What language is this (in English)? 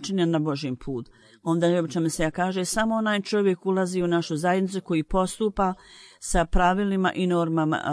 Bosnian